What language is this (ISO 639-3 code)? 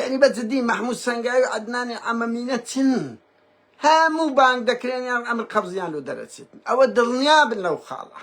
ckb